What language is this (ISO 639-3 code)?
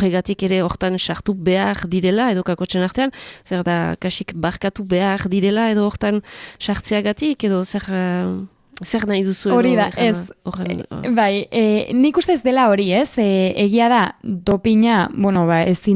eus